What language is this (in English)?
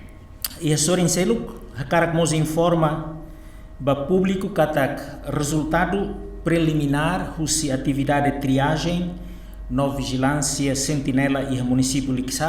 Tetum